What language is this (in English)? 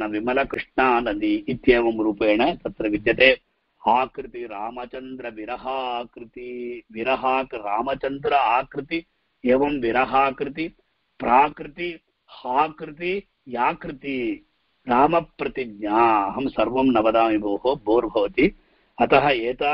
Sanskrit